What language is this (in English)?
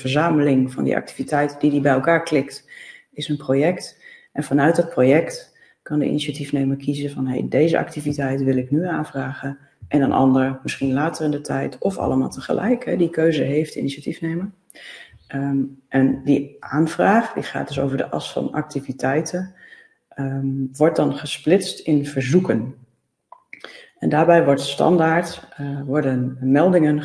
Dutch